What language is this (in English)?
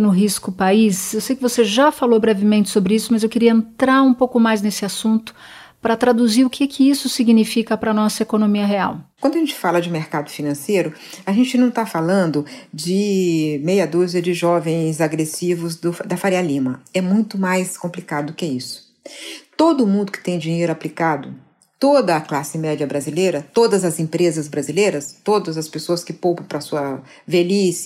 Portuguese